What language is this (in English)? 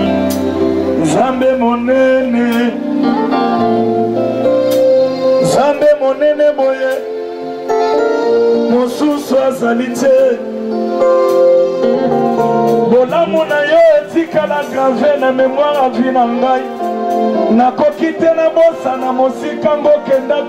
Lingala